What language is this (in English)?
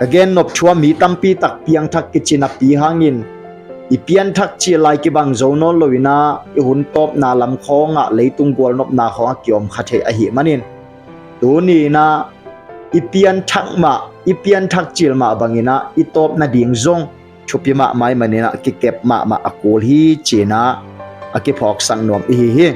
Tedim Chin